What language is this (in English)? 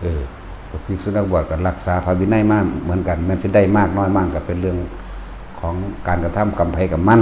Northeastern Thai